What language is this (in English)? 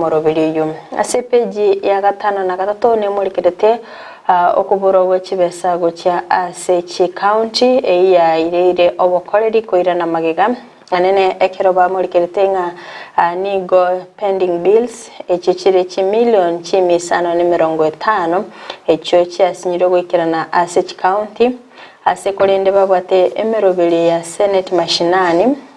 Gusii